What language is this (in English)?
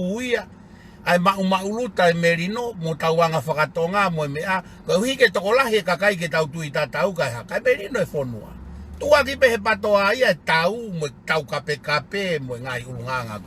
Tongan